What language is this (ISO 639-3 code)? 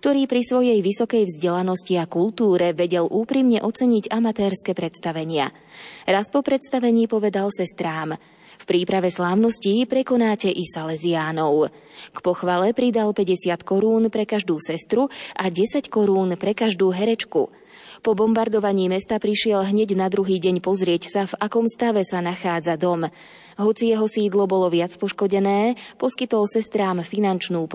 slk